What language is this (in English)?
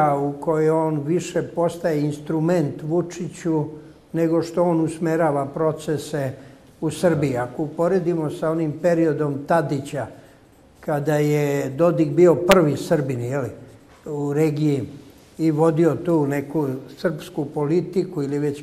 Bosnian